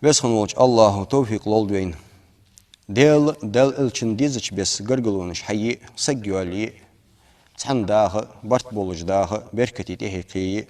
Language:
Ingush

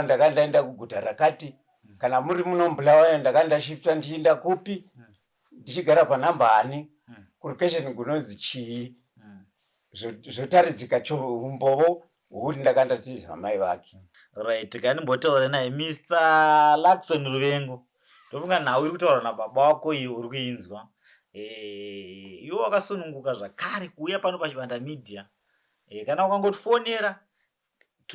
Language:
Shona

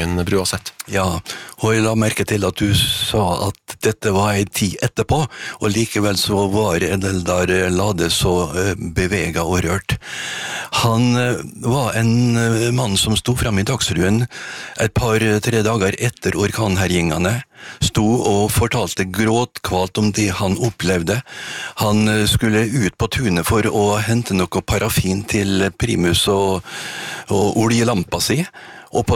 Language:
Norwegian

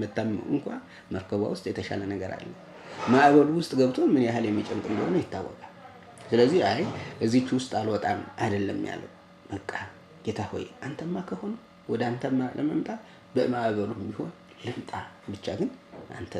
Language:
Amharic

